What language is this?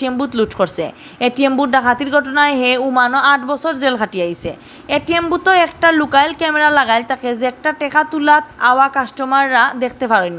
Sylheti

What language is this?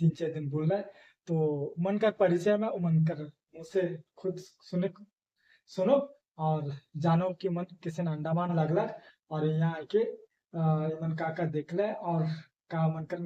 Sadri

